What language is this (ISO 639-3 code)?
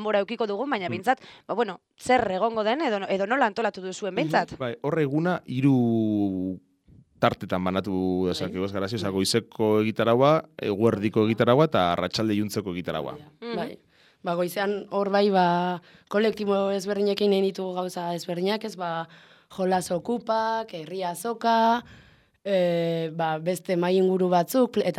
eus